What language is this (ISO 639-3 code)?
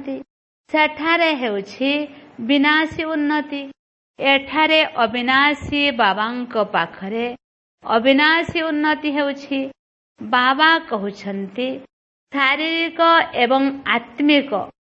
ori